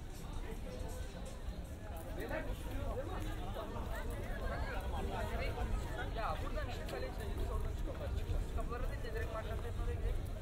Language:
Turkish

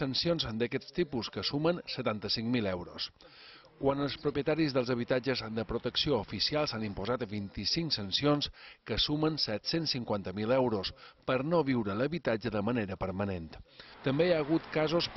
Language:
Catalan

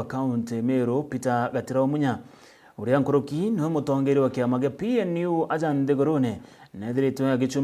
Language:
Meru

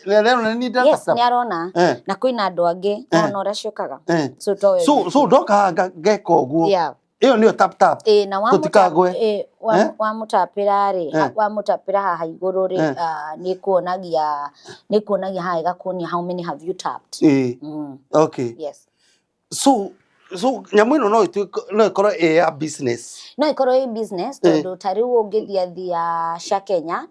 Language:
Kikuyu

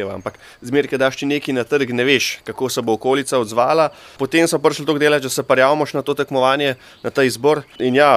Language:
Slovenian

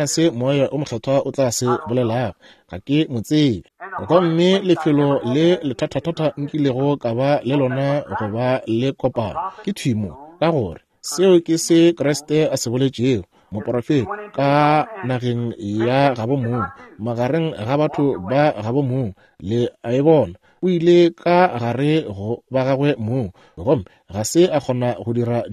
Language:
Northern Sotho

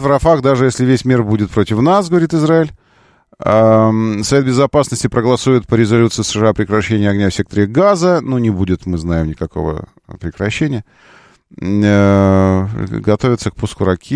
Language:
Russian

